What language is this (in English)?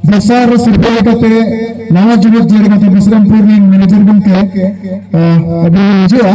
Santali